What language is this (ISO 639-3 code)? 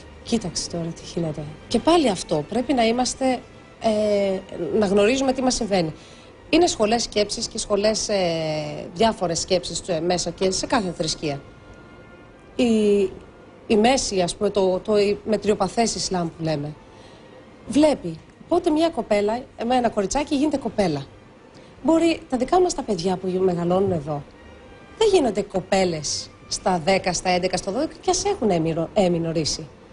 ell